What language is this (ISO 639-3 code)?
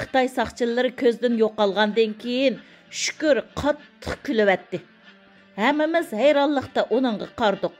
uig